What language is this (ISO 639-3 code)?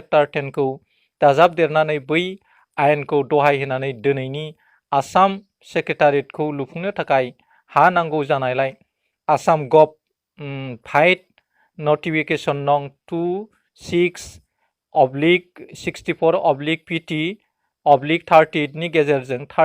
brx